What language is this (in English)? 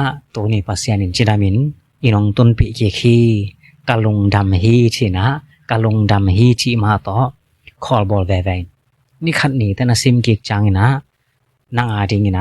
Tedim Chin